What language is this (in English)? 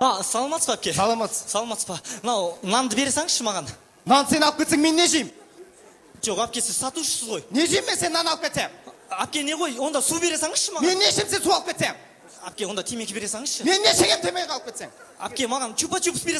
Kazakh